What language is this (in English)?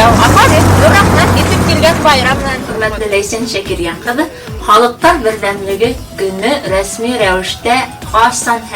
Bashkir